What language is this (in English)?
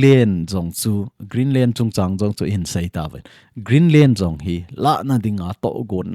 Thado Chin